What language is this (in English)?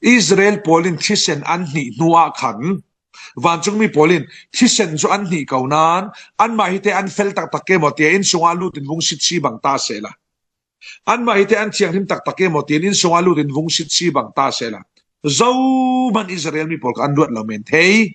Falam Chin